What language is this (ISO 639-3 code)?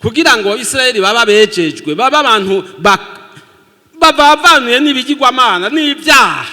run